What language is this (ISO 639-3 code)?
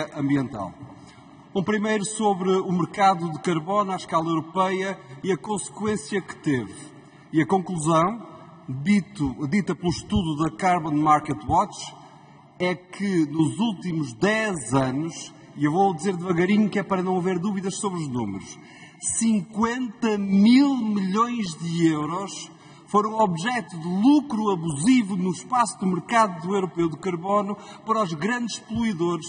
por